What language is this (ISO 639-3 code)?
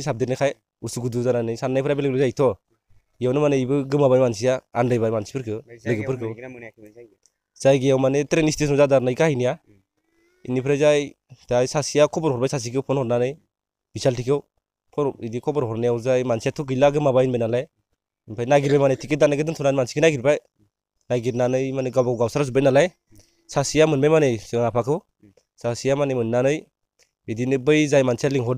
brx